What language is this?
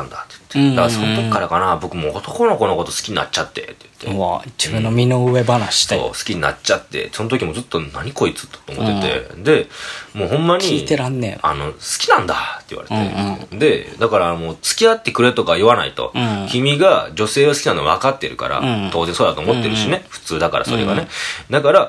Japanese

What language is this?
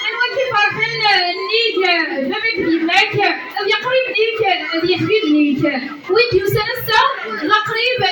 Kabyle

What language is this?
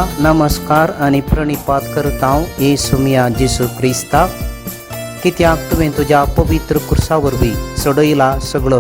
Konkani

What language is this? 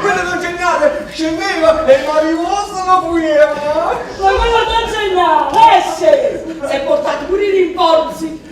Neapolitan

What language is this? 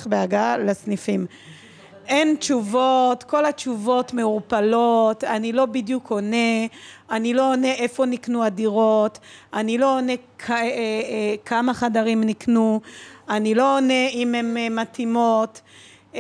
Hebrew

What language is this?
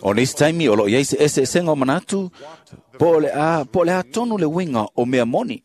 Samoan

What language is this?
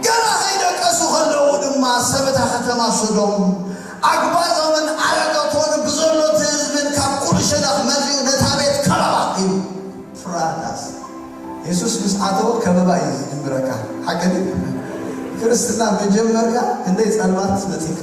Tigrinya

